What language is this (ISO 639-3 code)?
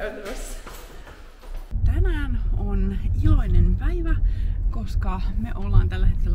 fin